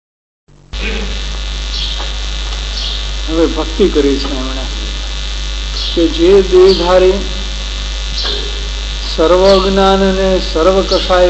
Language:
Gujarati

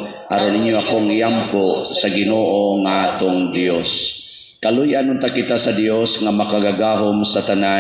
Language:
Cebuano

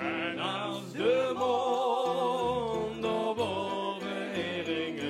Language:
Limburgish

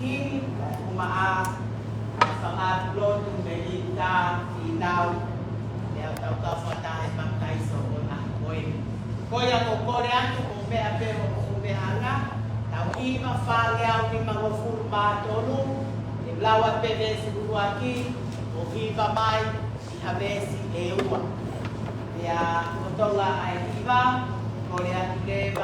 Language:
Tongan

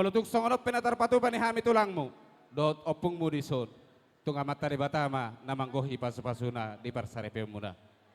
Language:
Batak Toba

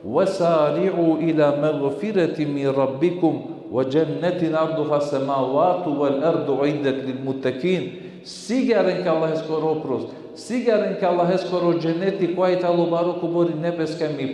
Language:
Balkan Romani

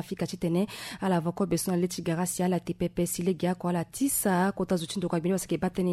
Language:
Sango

